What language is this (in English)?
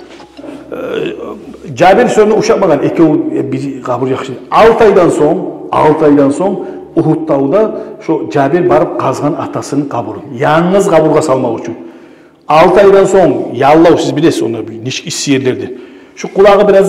Kumyk